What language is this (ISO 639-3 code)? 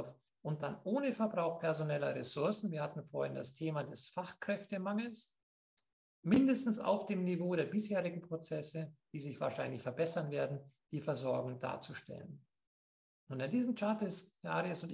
deu